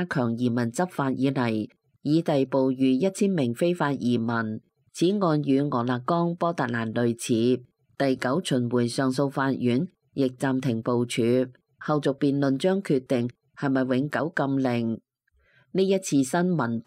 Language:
Cantonese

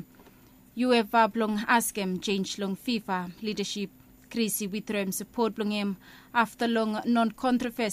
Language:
Bislama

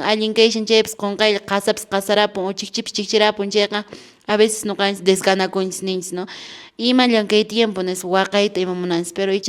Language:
Quechua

